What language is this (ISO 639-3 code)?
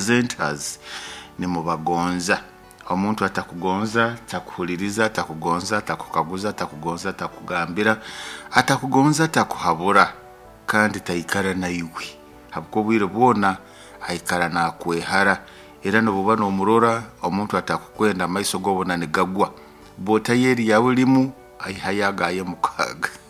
nyo